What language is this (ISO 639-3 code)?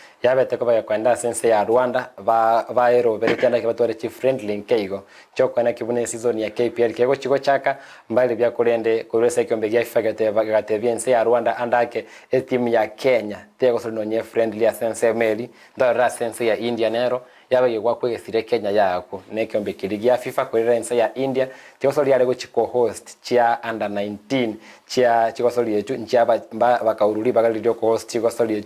guz